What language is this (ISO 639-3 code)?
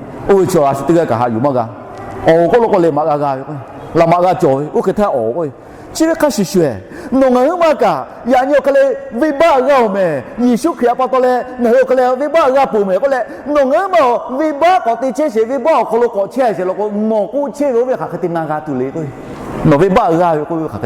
lhu